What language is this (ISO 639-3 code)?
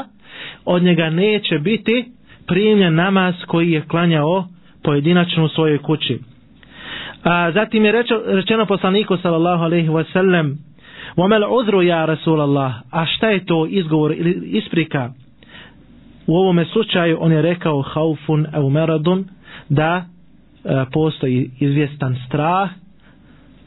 bos